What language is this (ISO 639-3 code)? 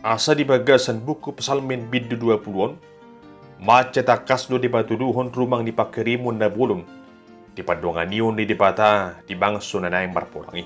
bbc